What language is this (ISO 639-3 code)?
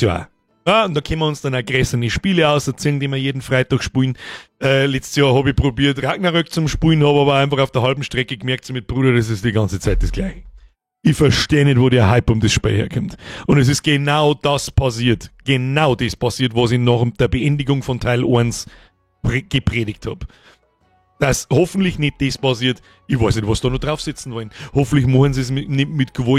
bar